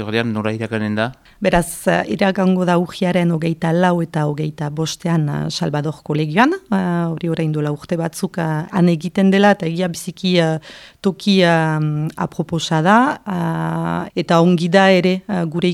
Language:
Basque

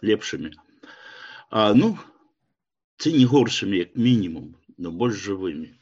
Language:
Belarusian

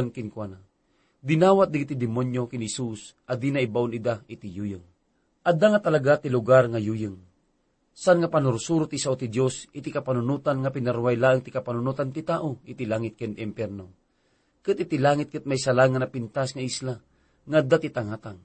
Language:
Iloko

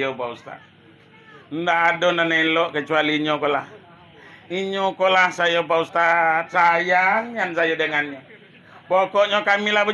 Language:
Minangkabau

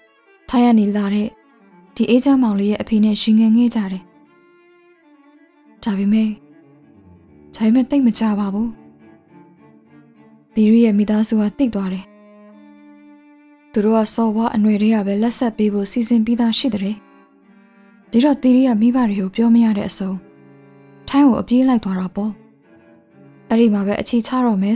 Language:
Burmese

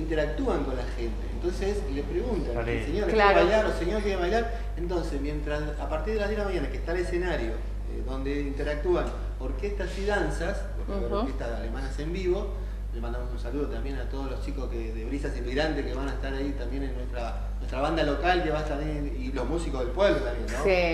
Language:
Spanish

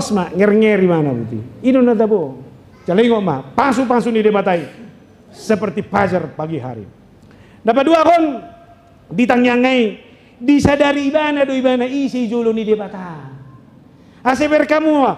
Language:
Batak Toba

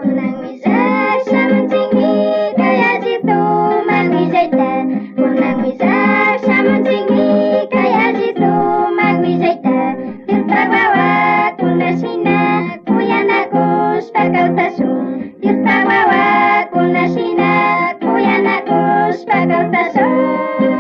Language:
Chimborazo Highland Quichua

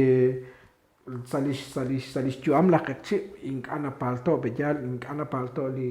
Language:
Kekchí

